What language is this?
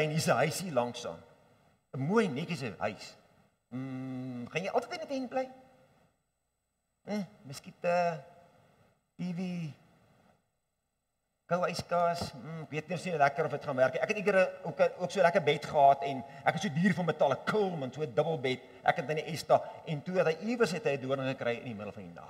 Afrikaans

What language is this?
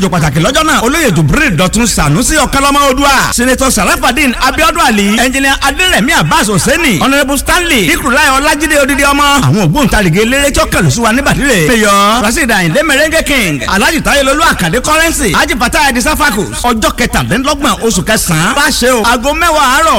Yoruba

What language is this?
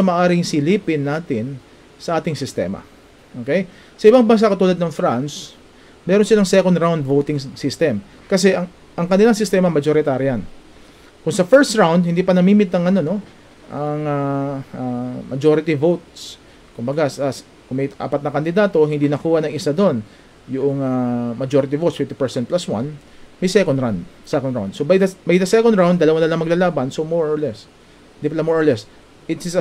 Filipino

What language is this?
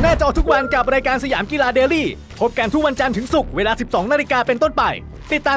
Thai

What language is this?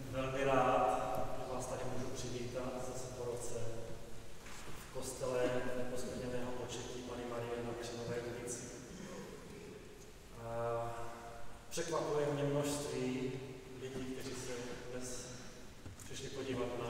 Czech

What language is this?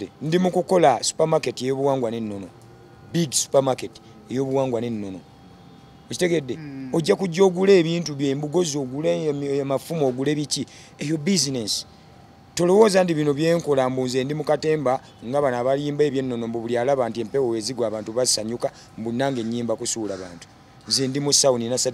Ganda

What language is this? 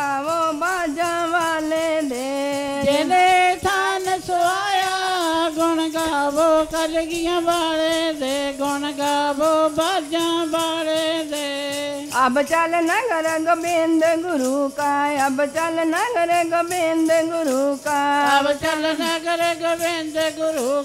Punjabi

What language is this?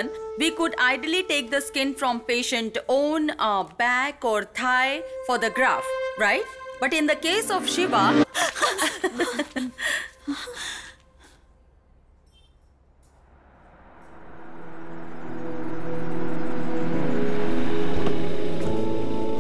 Hindi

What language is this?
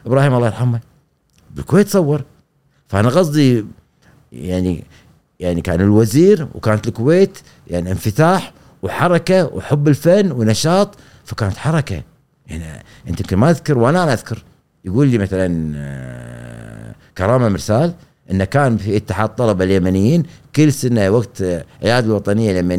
Gulf Arabic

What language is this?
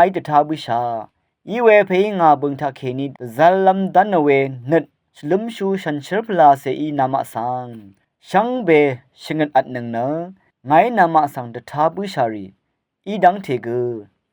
Rawang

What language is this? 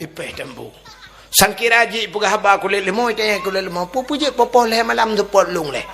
Achinese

